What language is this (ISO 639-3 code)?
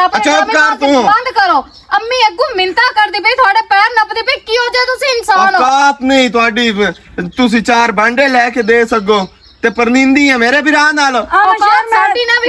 lah